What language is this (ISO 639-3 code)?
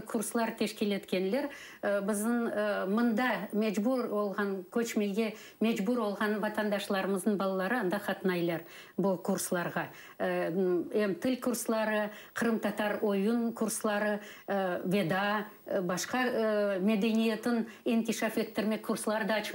crh